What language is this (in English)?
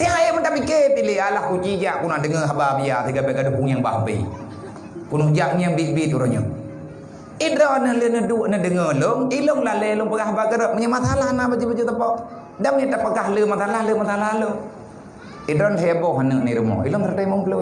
Achinese